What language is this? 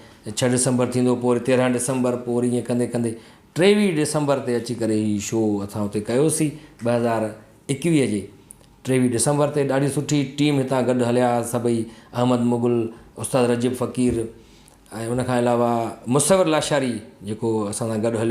Sindhi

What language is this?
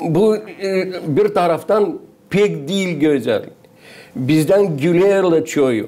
Gagauz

